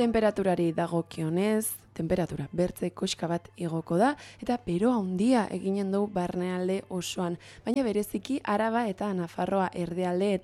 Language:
Basque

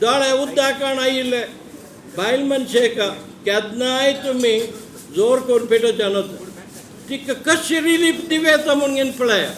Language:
Konkani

